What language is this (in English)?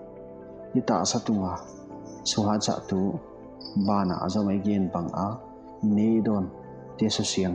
Paite Chin